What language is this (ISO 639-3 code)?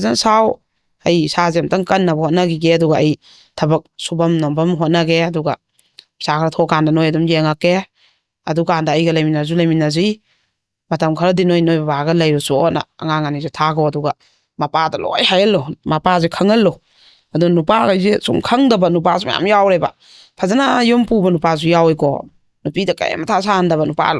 mni